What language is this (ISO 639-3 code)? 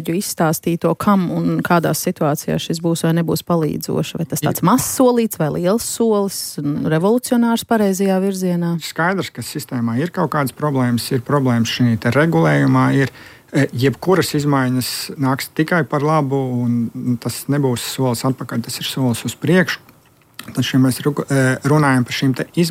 lav